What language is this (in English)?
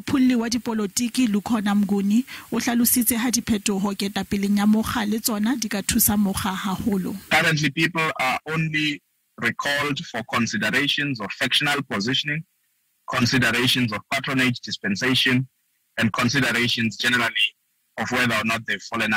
Southern Sotho